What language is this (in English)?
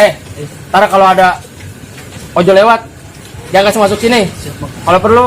Betawi